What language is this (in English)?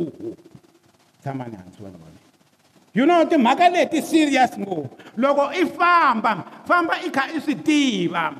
Tsonga